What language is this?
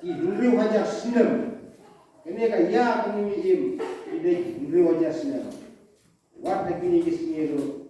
Khasi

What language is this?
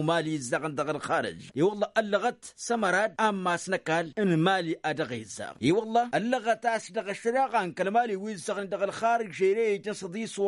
Tamasheq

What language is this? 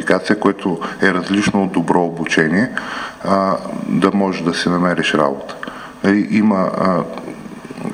Bulgarian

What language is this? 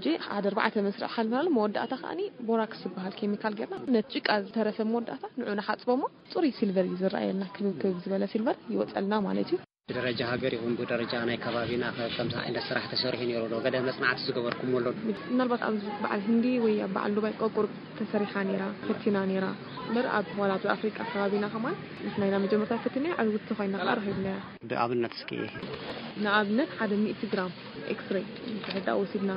Tigrinya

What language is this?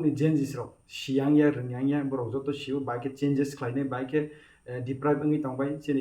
Kok Borok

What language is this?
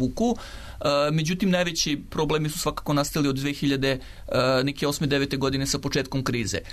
Serbian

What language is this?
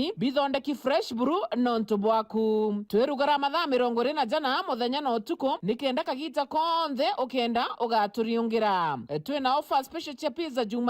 Meru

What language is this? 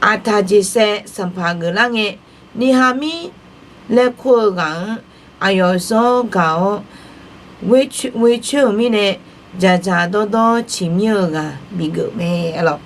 Akha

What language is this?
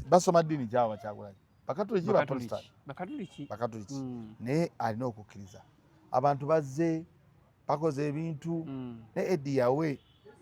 Ganda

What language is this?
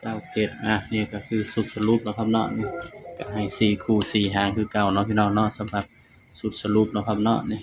Northeastern Thai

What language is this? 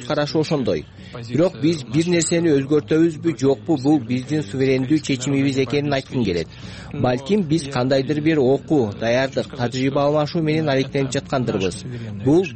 Kyrgyz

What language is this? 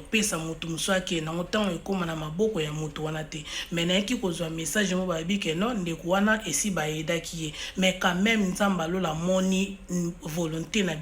Lingala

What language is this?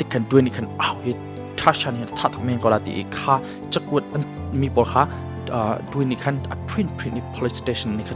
Hakha Chin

